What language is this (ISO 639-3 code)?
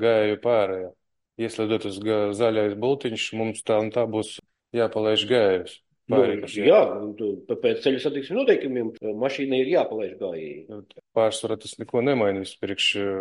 lav